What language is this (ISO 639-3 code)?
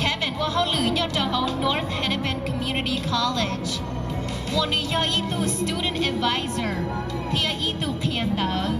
hmn